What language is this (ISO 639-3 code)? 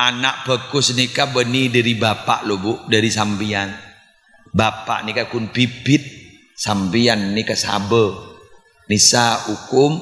mad